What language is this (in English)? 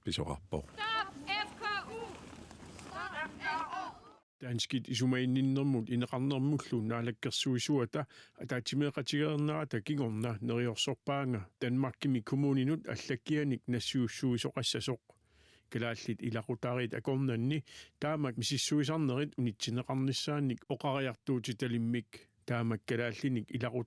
Kalaallisut